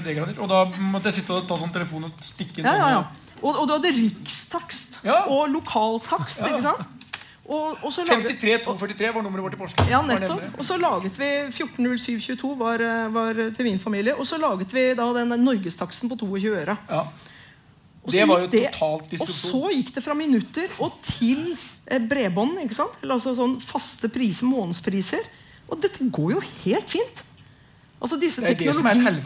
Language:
Norwegian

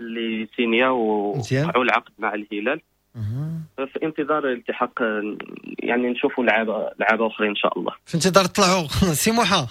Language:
Moroccan Arabic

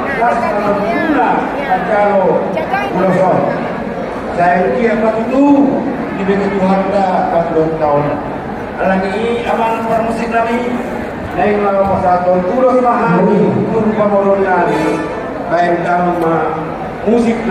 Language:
Batak Toba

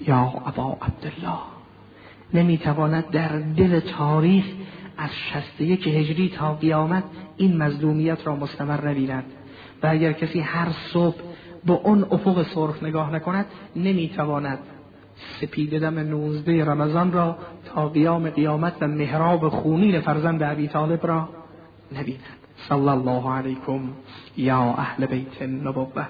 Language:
Persian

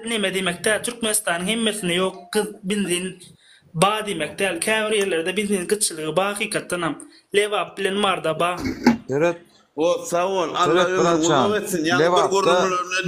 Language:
Turkmen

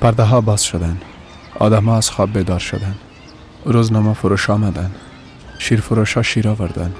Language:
Persian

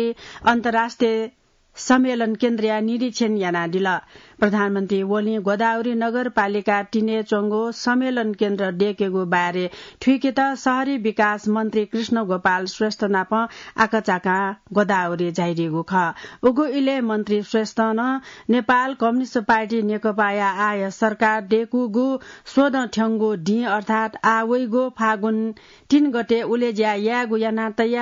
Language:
Newari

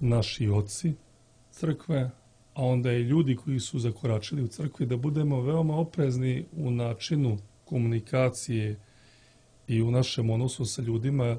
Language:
Serbian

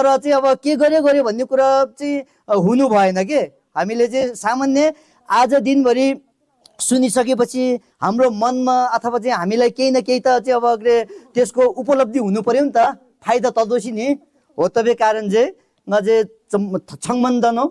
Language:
Nepali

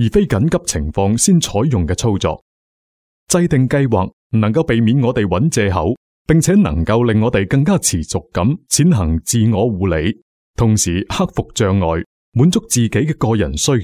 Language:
Cantonese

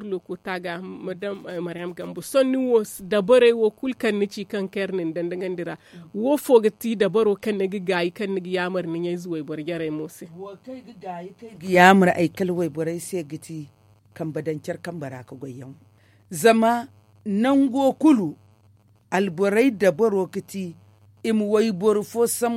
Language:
Zarma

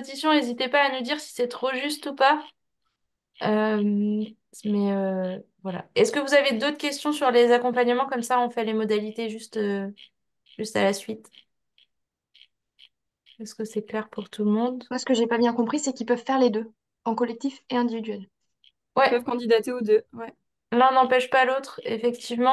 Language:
French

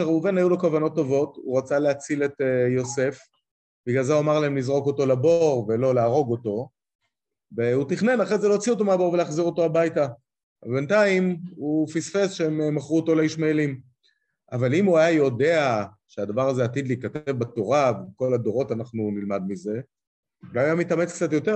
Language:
Hebrew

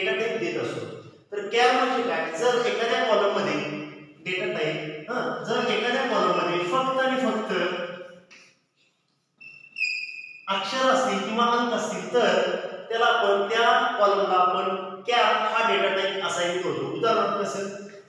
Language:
Marathi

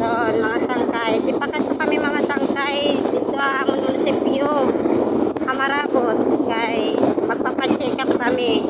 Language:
Waray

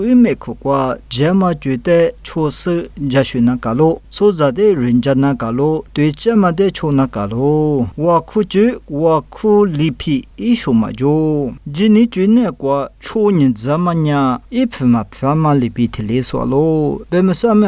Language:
Lisu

